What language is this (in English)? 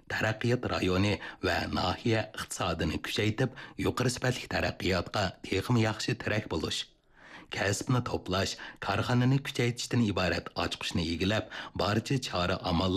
Uyghur